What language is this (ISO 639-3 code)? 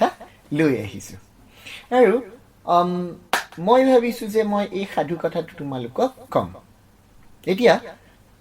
asm